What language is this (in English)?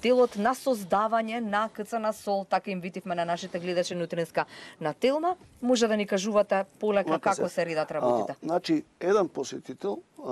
Macedonian